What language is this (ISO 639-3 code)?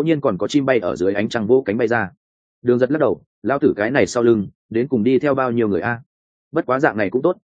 vie